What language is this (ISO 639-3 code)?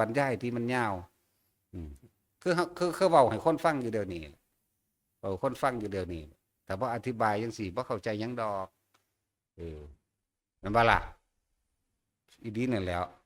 tts